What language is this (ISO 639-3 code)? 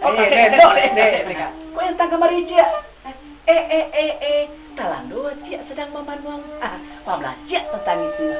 min